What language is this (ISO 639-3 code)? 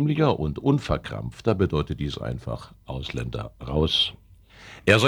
deu